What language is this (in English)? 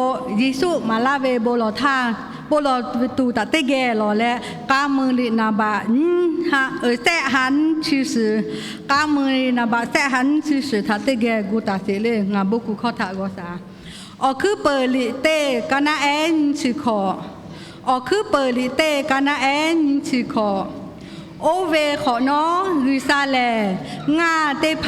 Lahu